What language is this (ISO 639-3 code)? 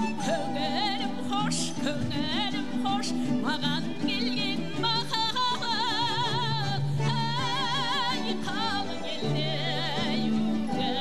kaz